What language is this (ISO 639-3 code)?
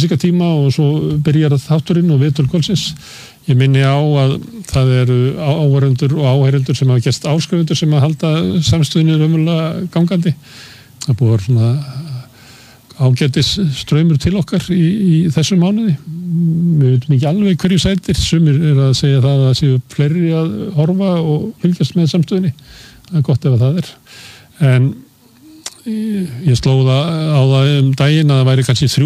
isl